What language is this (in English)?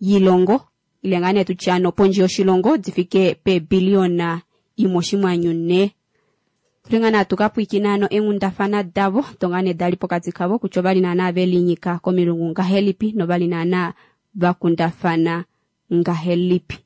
Kuanyama